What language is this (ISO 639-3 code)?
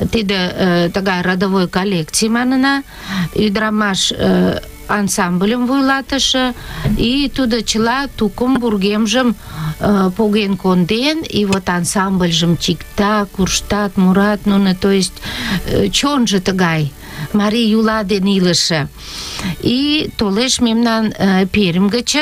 chm